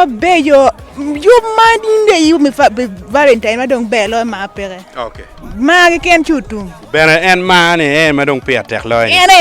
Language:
Acoli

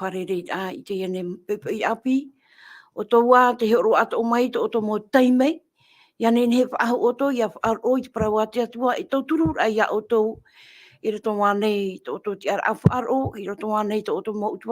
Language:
Tahitian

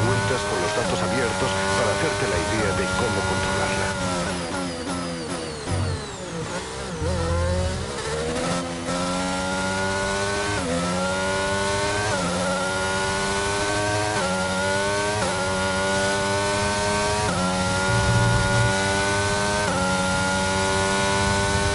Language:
Spanish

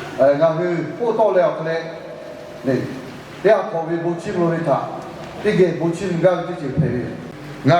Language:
Lahu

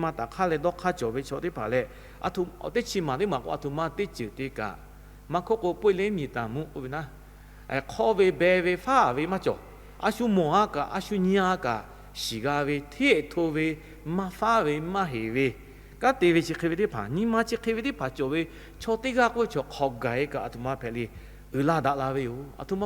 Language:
Lahu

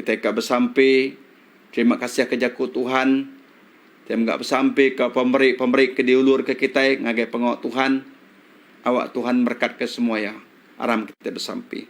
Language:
Iban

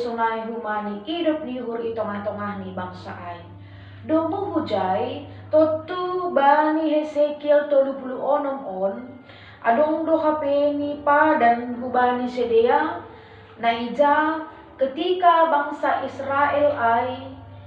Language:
Batak Simalungun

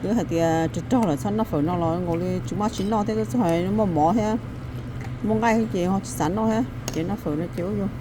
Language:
Hmong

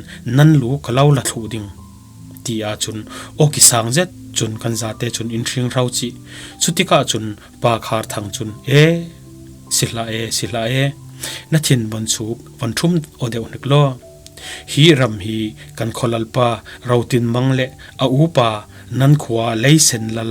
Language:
Falam Chin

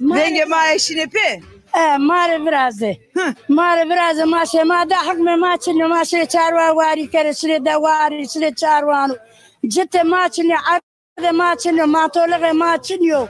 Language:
Zaza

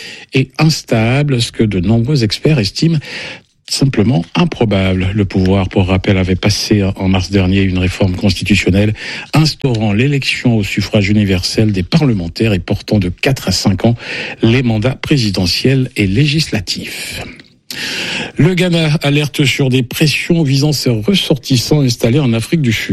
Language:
French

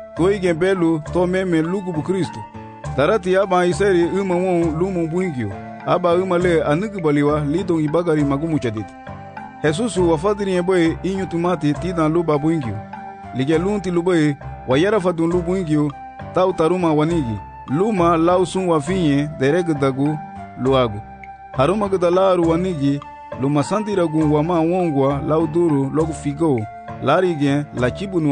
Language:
Garifuna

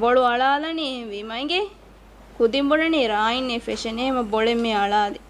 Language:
Divehi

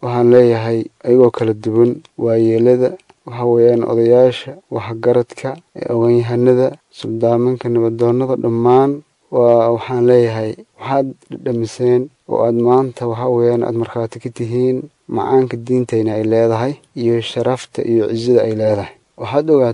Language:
Somali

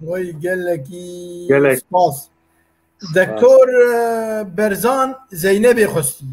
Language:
Kurdish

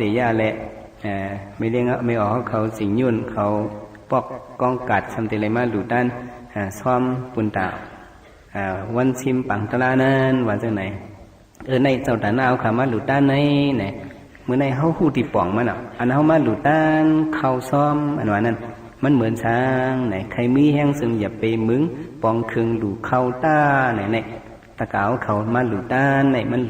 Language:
Shan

